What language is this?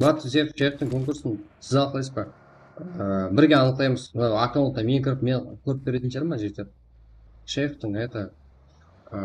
Kara-Kalpak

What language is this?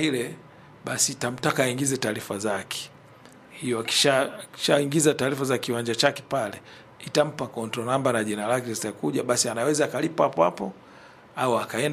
Swahili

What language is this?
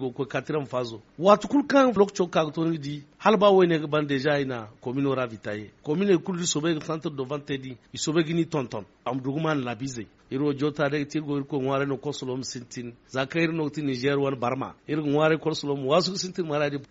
Zarma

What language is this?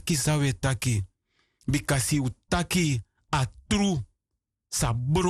Sranan Tongo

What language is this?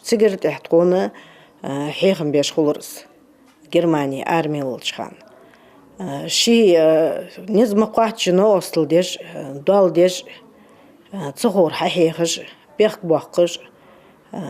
Ingush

